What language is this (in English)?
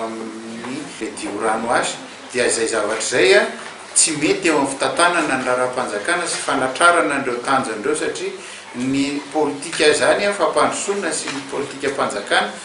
Malagasy